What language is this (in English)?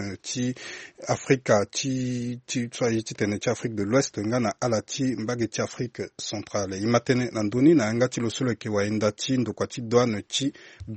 Sango